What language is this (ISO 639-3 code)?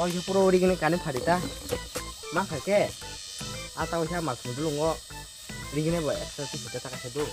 trp